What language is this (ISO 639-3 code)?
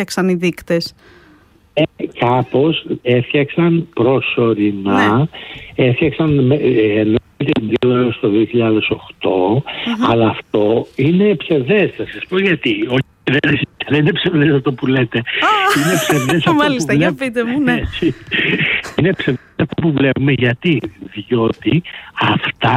ell